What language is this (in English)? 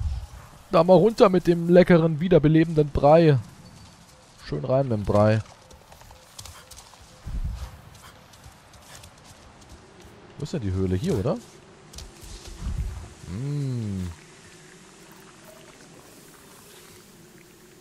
German